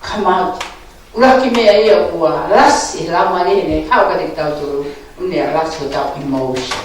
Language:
Tongan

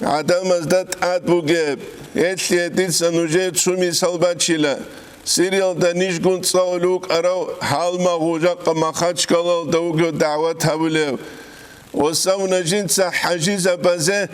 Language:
Avaric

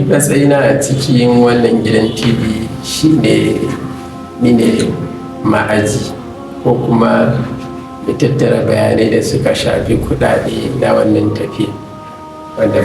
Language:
Hausa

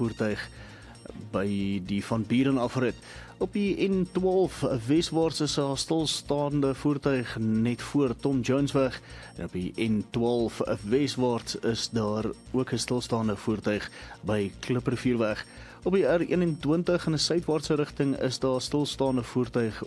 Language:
Afrikaans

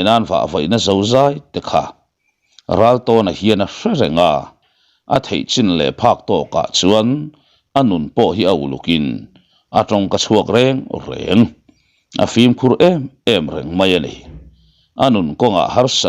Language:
Mizo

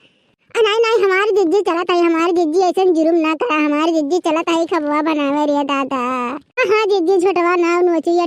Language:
Awadhi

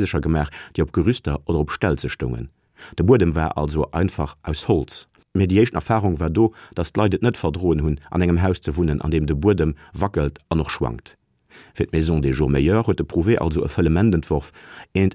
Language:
Luxembourgish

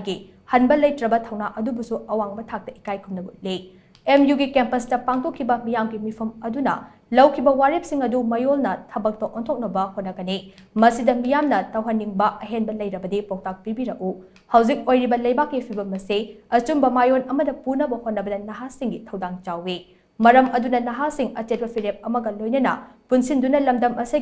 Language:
Manipuri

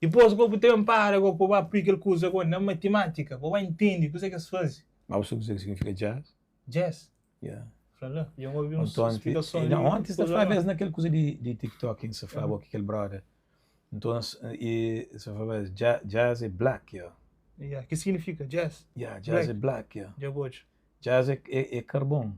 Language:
Kabuverdianu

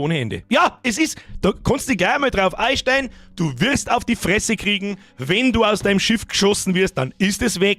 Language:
Bavarian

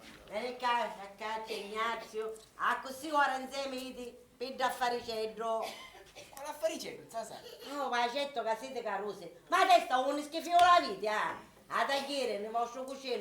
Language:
Sicilian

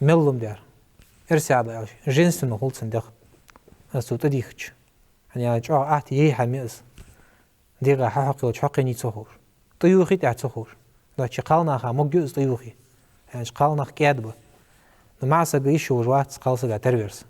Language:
Ingush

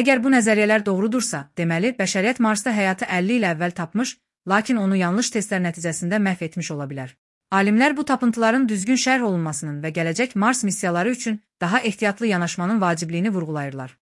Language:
Azerbaijani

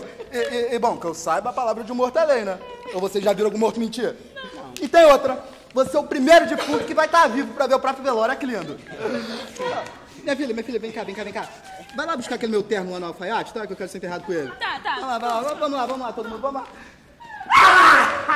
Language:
Portuguese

